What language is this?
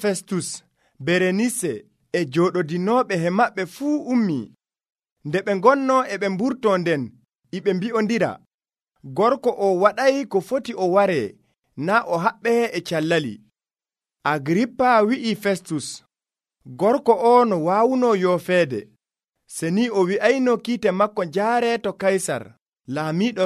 Nigerian Fulfulde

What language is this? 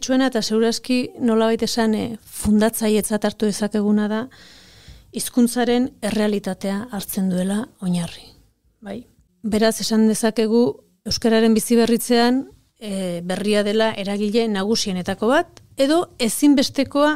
Basque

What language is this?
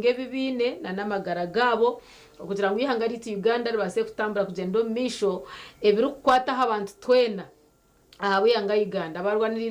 Nyankole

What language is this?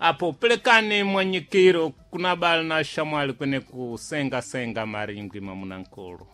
Sena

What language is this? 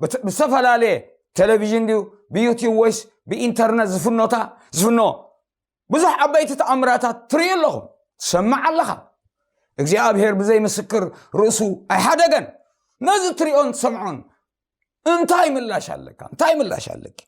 Tigrinya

